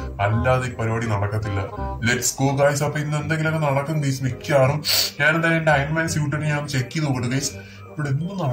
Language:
Malayalam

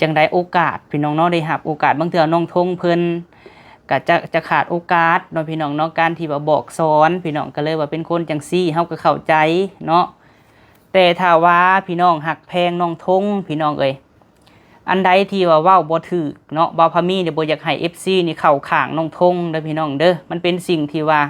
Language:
Lao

